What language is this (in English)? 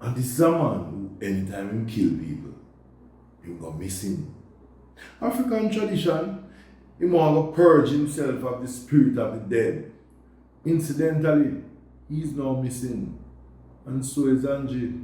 Jamaican Creole English